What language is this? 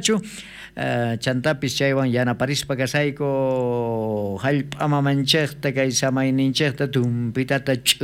South Bolivian Quechua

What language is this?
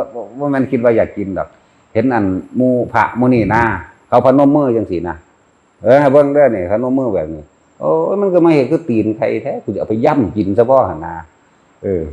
Northeastern Thai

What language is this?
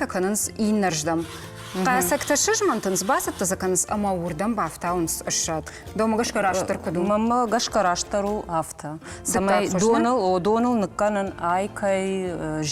Ossetic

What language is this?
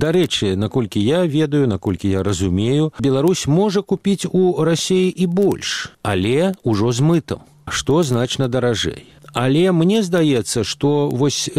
Belarusian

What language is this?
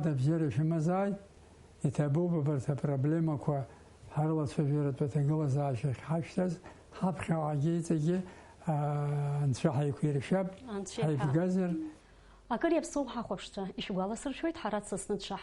Abkhazian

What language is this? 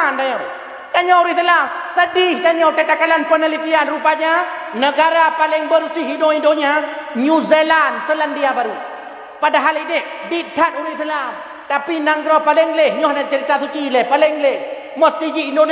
Achinese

